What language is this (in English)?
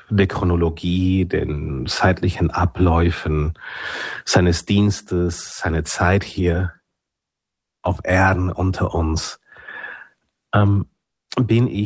German